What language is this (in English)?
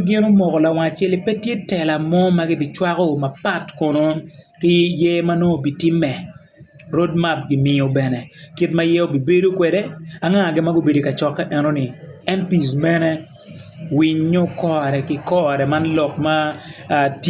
Acoli